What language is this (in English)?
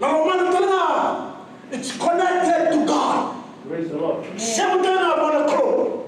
Fijian